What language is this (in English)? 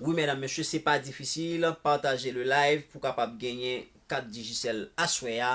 Haitian Creole